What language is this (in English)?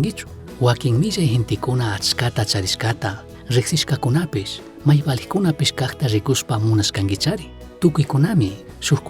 Chimborazo Highland Quichua